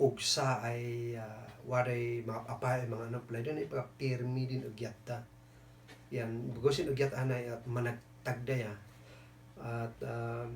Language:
Kankanaey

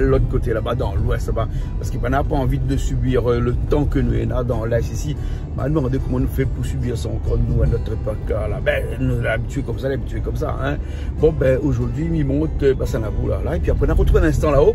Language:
Réunion Creole French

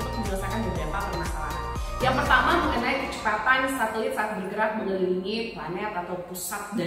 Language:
Indonesian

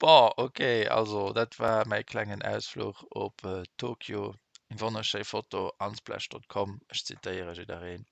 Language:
Luxembourgish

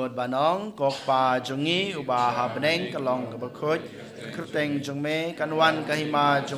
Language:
Khasi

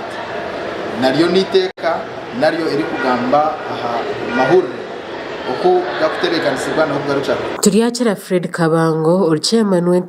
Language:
Nyankole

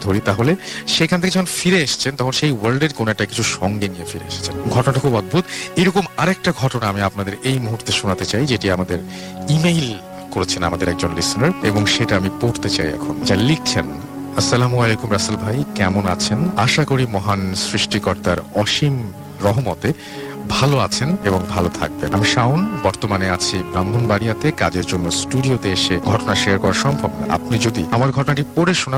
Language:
Bangla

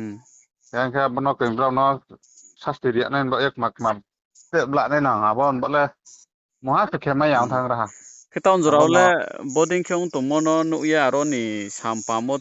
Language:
Riang (India)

